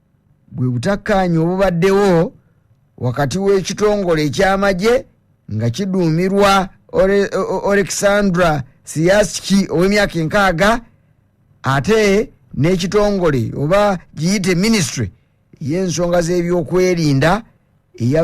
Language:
Ganda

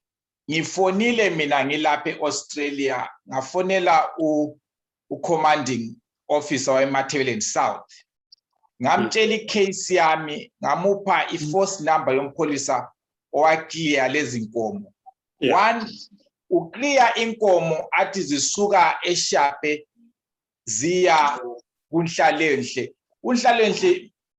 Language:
Zulu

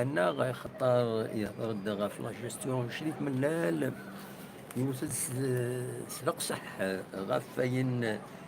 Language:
Kabyle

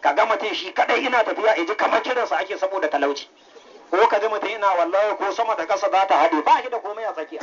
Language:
Hausa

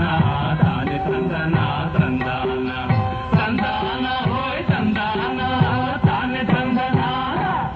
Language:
Telugu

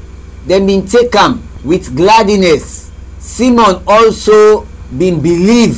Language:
Krio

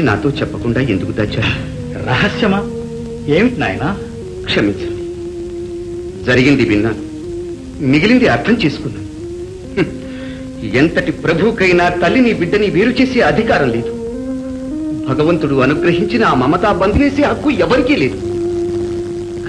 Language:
Telugu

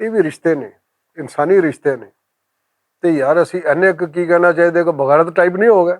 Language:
Western Panjabi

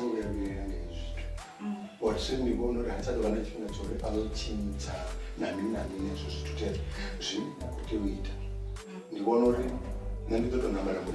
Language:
Venda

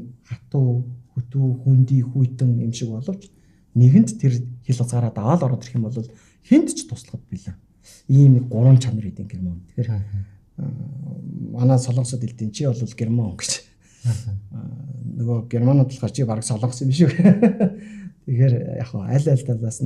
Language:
Mongolian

